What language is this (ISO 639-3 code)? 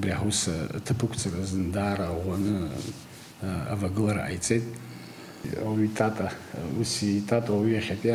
abk